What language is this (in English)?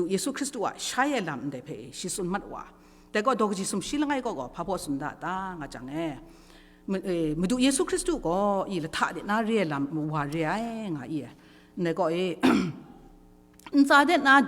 Kachin